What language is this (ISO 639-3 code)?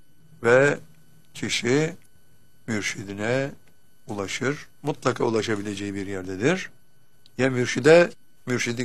tur